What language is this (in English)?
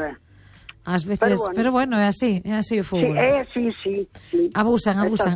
Galician